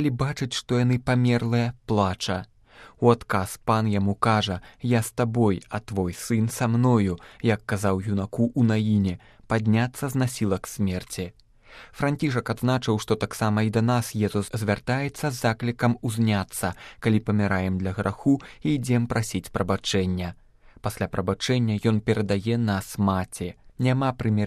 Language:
Belarusian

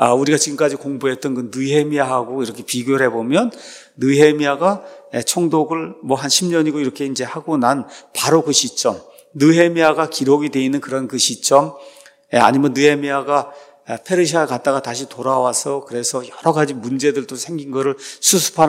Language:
Korean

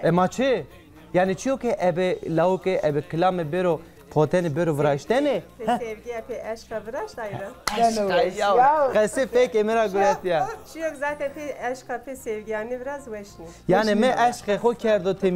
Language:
Zaza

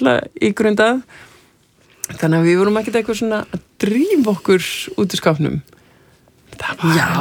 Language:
Icelandic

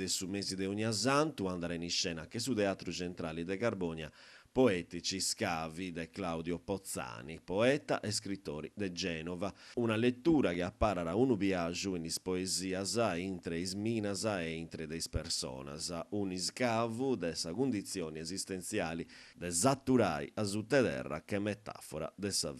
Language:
Sardinian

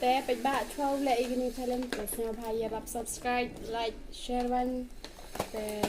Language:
Khasi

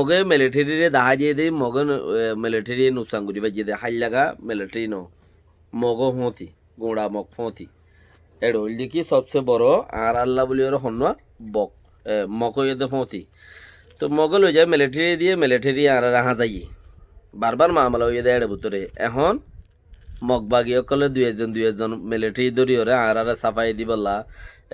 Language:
Rohingya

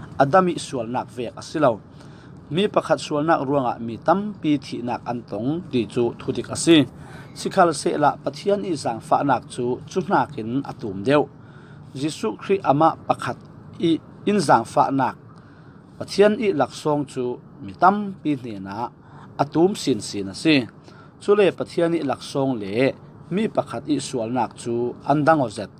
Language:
Falam Chin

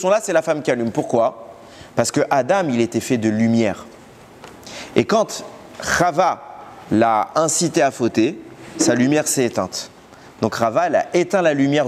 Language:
French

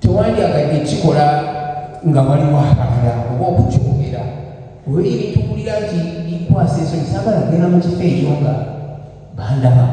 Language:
Ganda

